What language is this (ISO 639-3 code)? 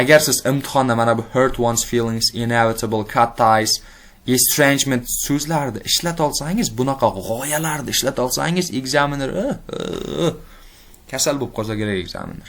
uzb